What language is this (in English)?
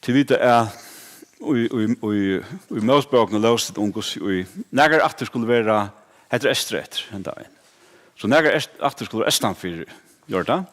Faroese